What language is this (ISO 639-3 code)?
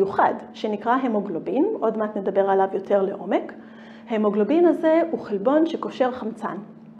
heb